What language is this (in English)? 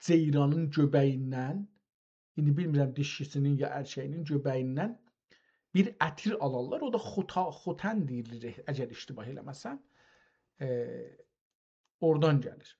South Azerbaijani